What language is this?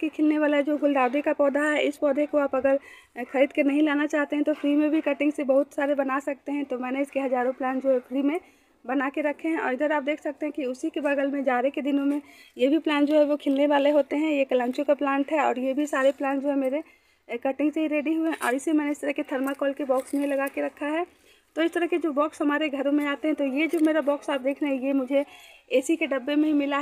Hindi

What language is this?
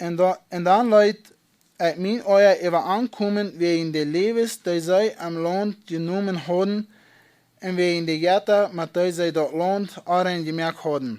Plautdietsch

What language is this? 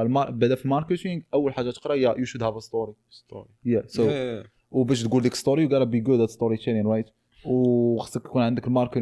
Moroccan Arabic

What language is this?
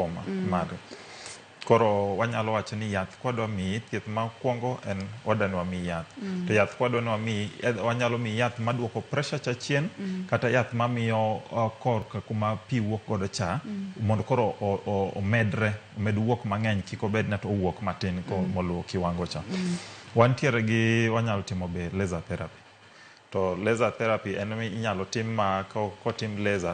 Luo (Kenya and Tanzania)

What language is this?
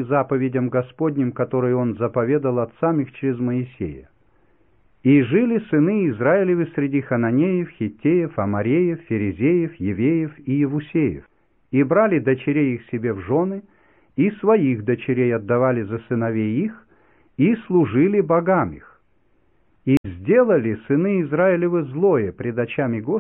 Russian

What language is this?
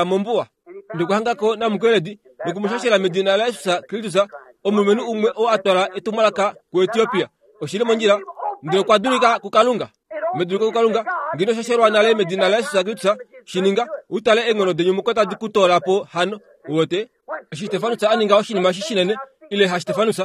Kuanyama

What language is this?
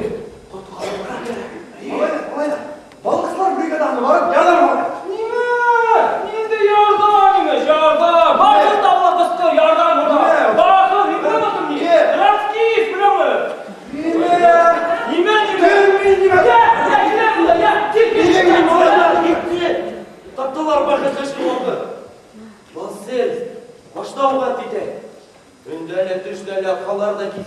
Bashkir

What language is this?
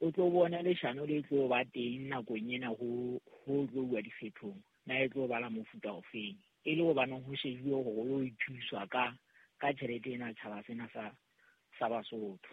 Southern Sotho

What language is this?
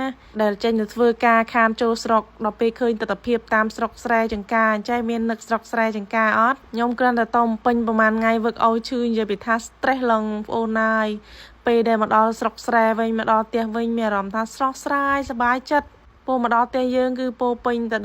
Khmer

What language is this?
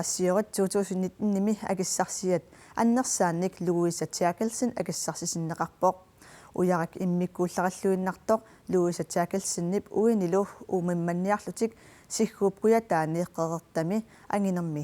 Kalaallisut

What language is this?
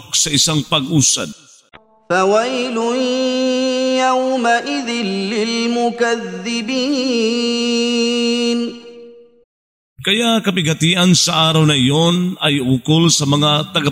Filipino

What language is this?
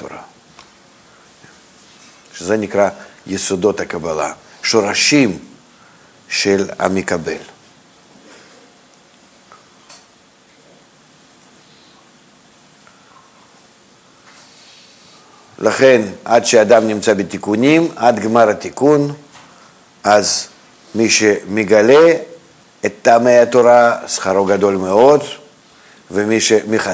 Hebrew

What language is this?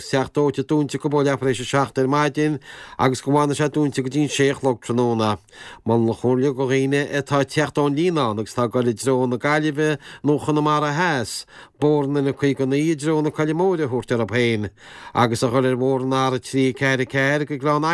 Irish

